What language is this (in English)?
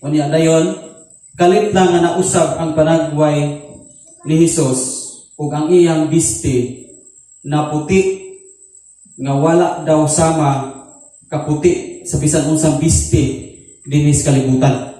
Cebuano